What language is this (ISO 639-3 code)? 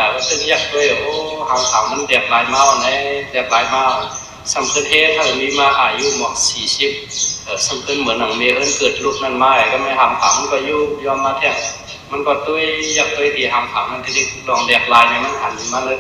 shn